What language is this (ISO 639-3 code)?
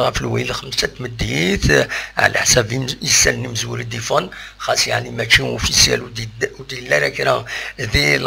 kab